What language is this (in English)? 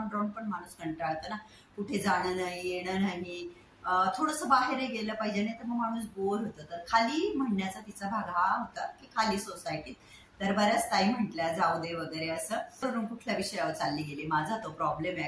Marathi